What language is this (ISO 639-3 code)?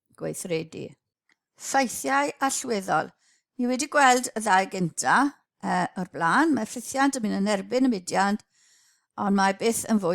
cym